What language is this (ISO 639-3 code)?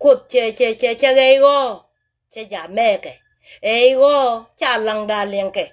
nus